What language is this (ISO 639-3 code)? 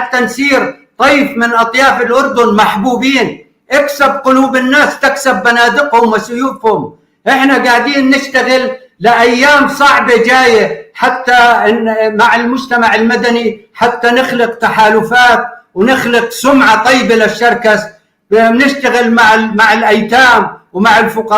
apc